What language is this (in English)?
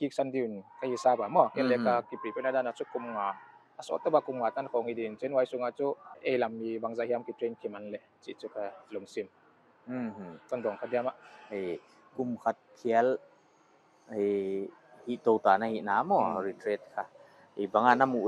Paite Chin